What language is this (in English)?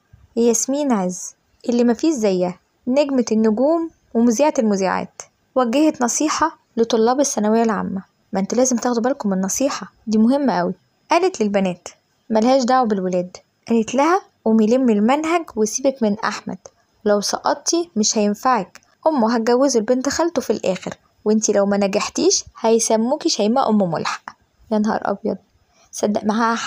Egyptian Arabic